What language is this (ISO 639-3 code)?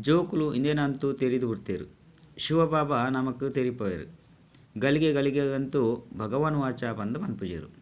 tcy